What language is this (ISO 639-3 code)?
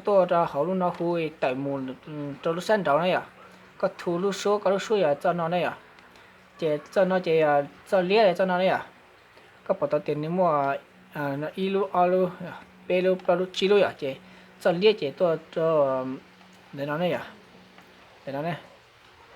hmn